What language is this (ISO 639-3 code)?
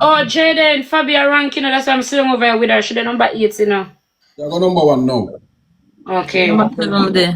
jam